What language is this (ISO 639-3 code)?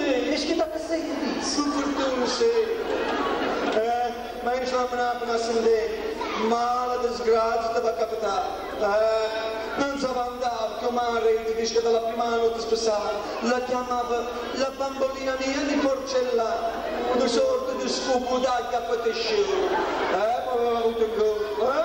ita